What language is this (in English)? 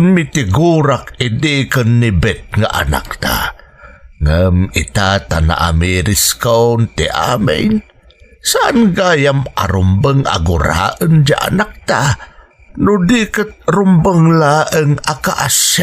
Iloko